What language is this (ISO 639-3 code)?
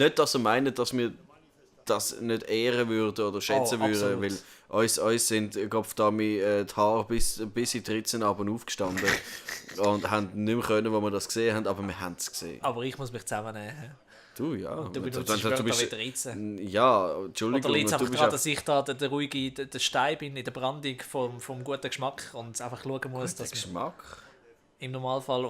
gsw